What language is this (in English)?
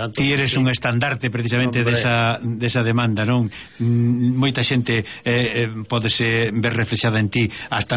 Galician